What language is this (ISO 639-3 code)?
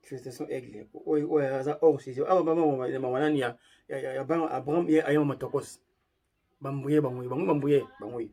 lin